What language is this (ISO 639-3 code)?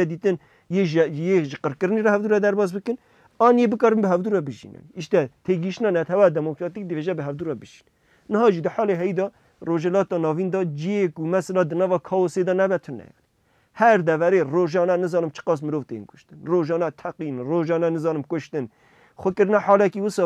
kur